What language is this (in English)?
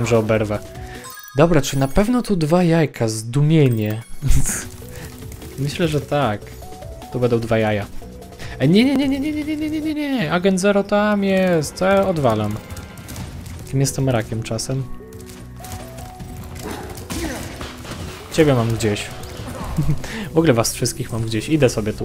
Polish